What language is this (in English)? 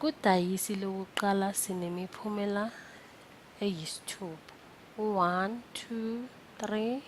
Zulu